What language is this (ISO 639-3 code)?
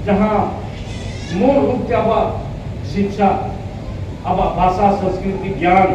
sat